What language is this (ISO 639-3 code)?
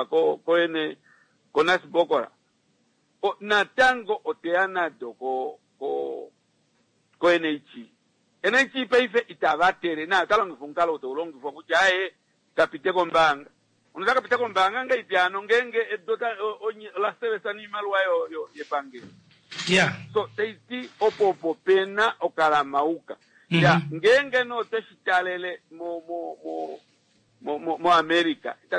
kua